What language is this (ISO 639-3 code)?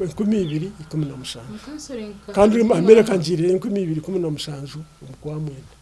nyn